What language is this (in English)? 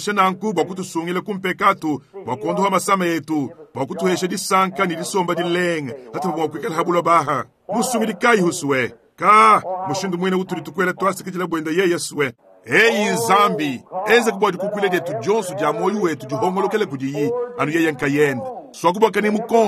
Luba-Lulua